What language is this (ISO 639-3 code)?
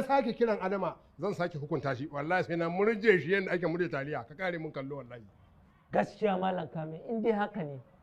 hau